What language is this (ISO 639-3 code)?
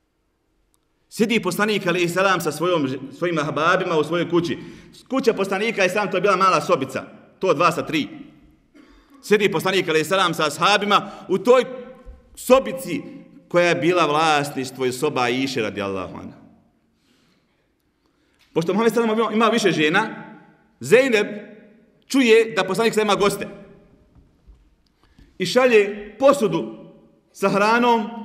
bos